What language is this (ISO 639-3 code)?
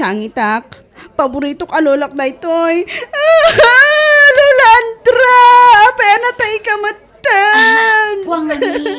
ilo